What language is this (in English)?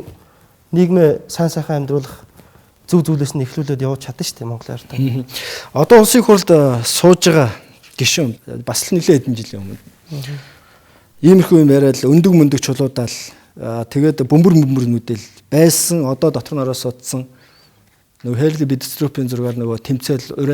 Mongolian